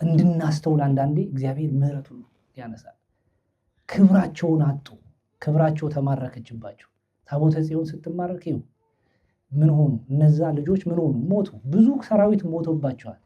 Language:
Amharic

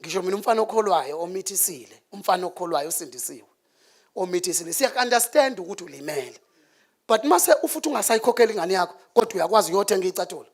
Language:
Zulu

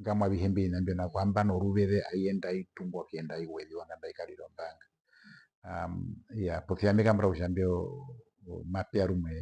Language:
Herero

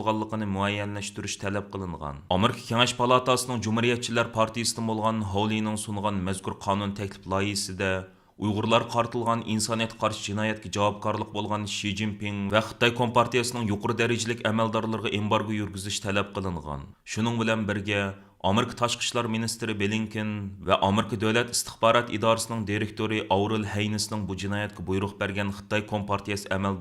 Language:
Uyghur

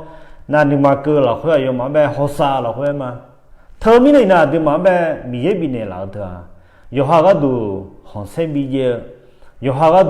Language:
Akha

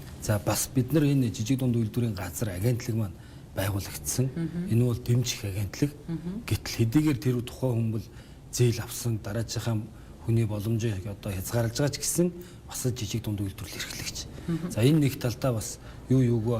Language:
Mongolian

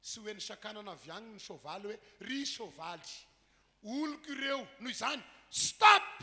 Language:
Malagasy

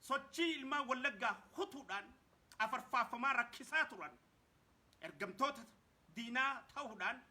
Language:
Oromo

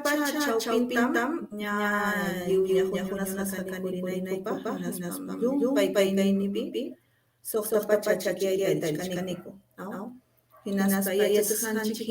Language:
Ayacucho Quechua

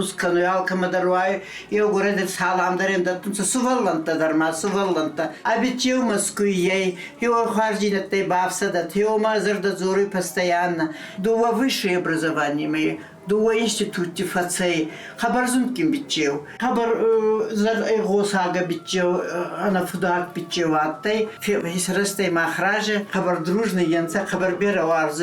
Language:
Ossetic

